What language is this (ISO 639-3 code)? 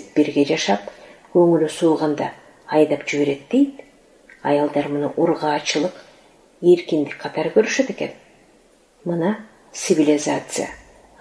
kir